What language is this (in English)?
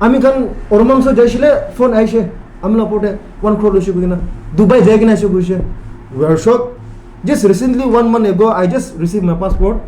Naga Pidgin